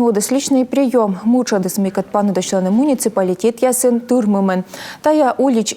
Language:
Komi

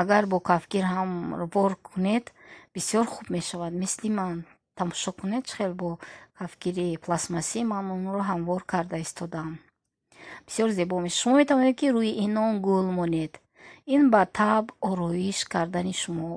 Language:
Tajik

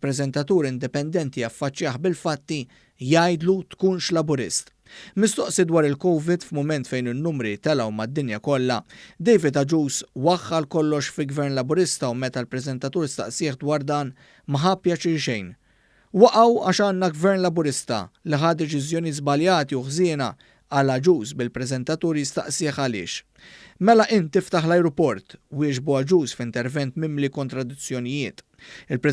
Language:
Maltese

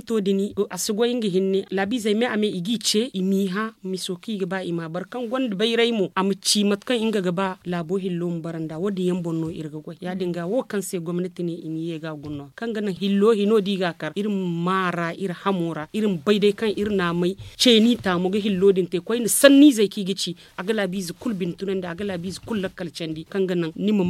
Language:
Zarma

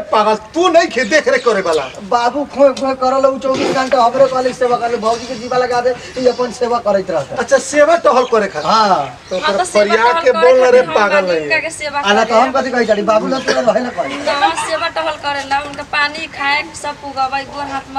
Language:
Bhojpuri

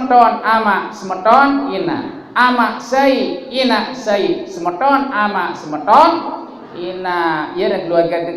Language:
Sasak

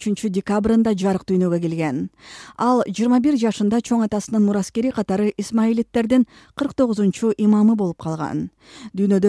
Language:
Kyrgyz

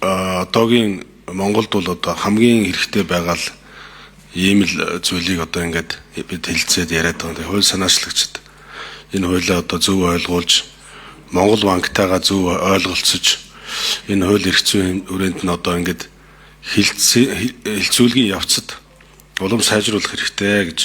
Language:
Mongolian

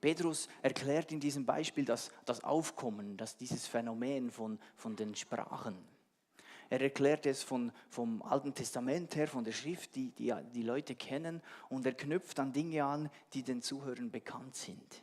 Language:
Swiss German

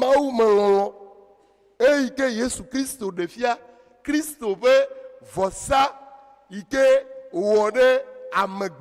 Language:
Ewe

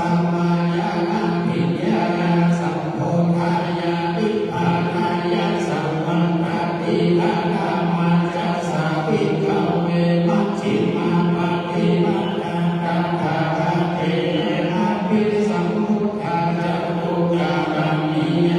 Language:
Pali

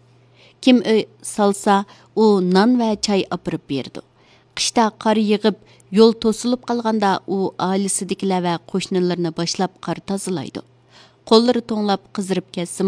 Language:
Uyghur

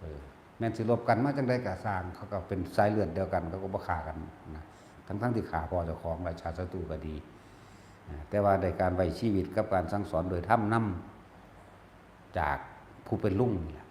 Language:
Northeastern Thai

